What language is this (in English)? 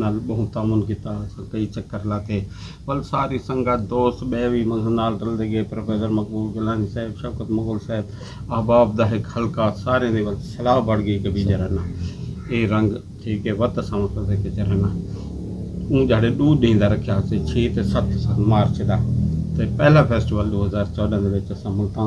Saraiki